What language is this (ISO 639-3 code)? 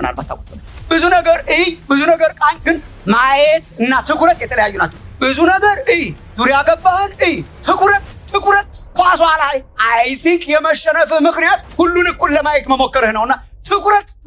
amh